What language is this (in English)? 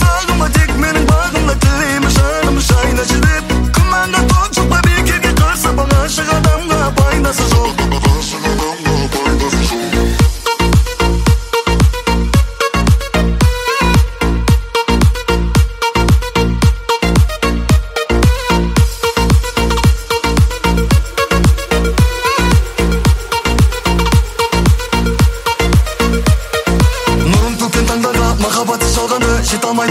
Kazakh